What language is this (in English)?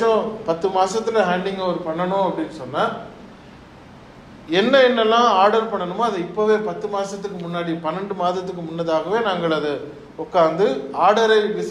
Tamil